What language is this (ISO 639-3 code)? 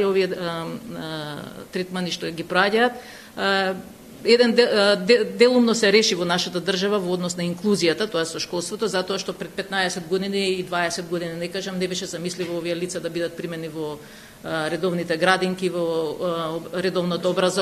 mkd